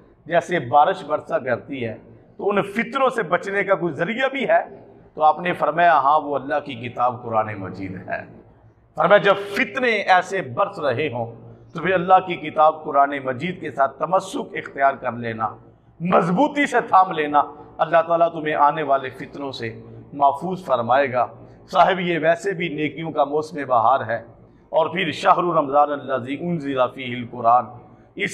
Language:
Urdu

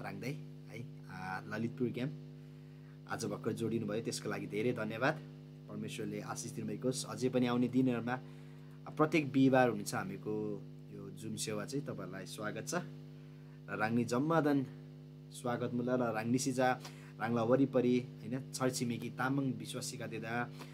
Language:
Eastern Tamang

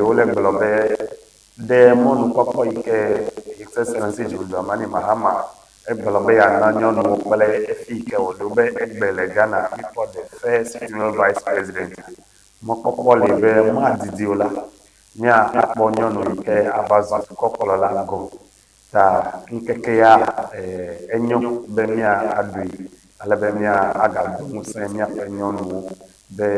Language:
Ewe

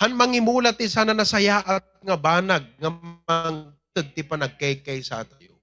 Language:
Iloko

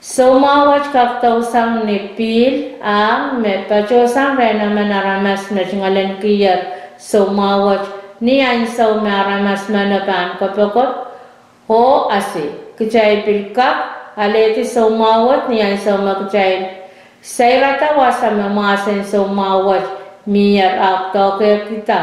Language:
Pohnpeian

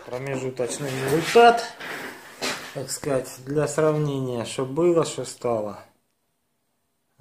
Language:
Russian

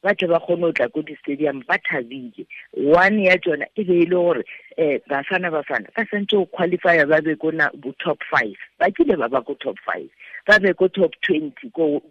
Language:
Tswana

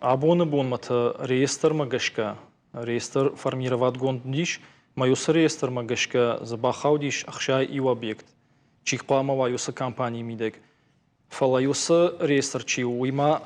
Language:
Ossetic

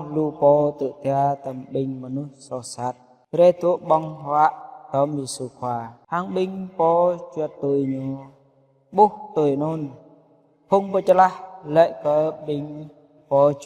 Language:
Jarai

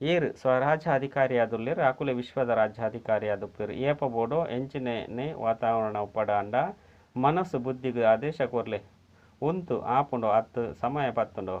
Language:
Tulu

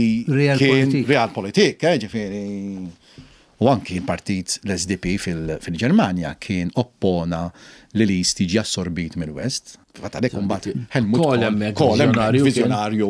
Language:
Maltese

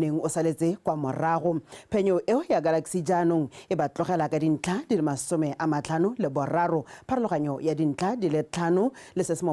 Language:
Tswana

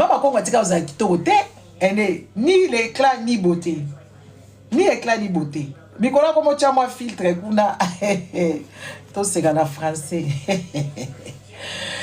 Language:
Lingala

